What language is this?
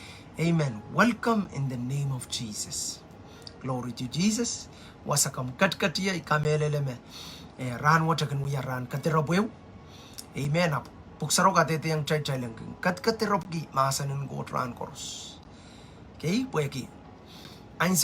Pohnpeian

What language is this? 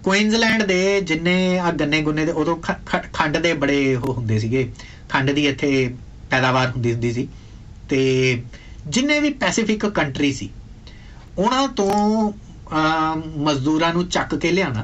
Punjabi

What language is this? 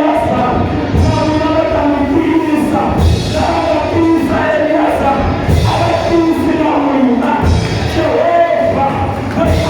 Tsonga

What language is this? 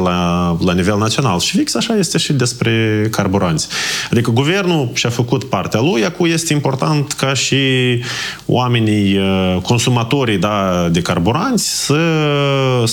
Romanian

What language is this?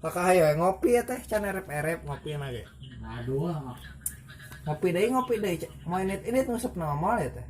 Sundanese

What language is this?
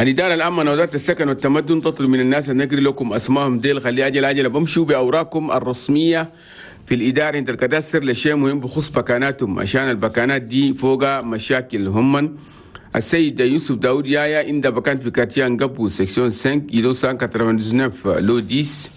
Chadian Arabic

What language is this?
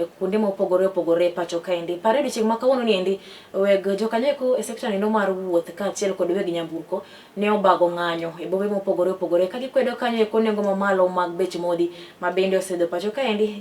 Luo (Kenya and Tanzania)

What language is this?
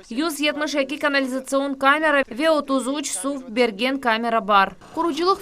Crimean Tatar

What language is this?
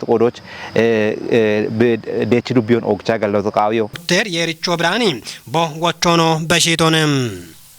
Kafa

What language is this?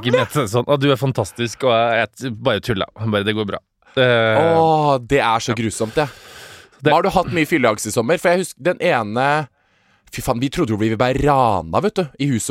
Norwegian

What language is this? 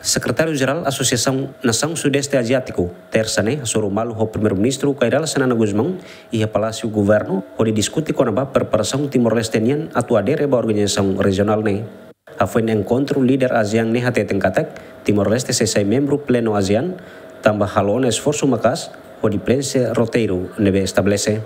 Tetum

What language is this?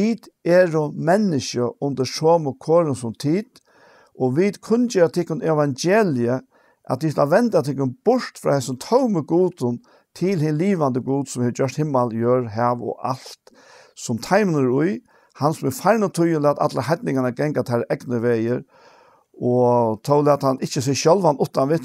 Faroese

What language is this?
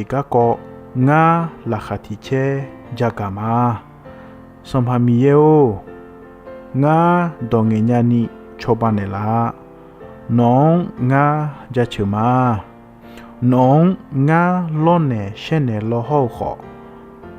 Akha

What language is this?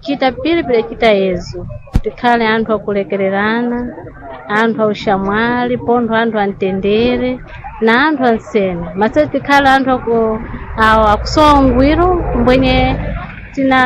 Sena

